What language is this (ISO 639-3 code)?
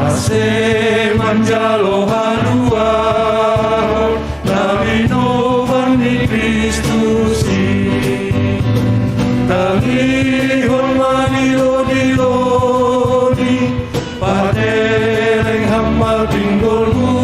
bts